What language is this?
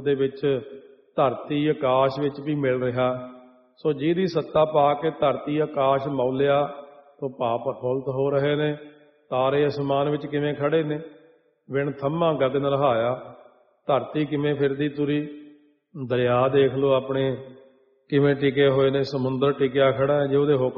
Punjabi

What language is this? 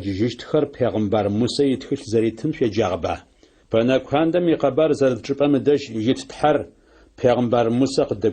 Adyghe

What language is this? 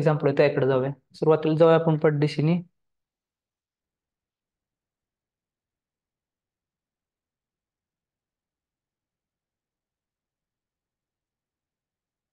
Marathi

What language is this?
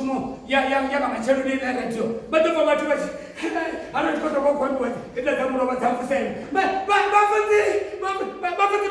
Venda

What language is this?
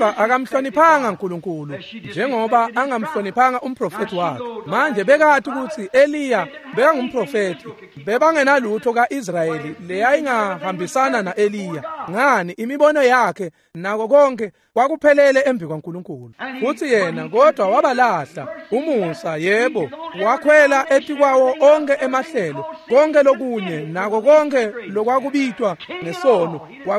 Swati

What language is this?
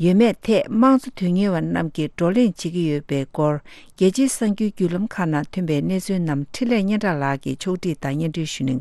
Tibetan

